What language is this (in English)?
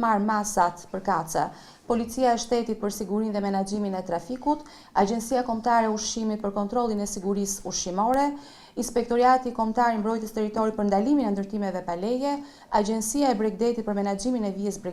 Albanian